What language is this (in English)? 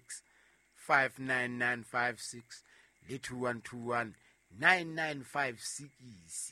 Southern Sotho